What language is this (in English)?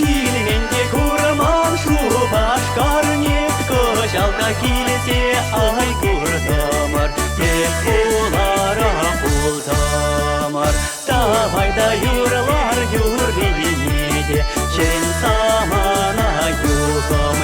Chuvash